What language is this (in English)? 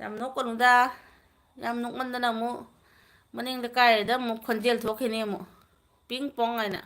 Manipuri